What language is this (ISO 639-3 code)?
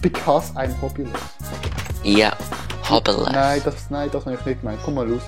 gsw